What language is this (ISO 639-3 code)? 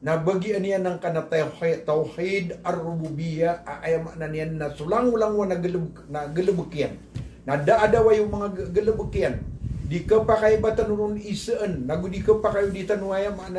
mrw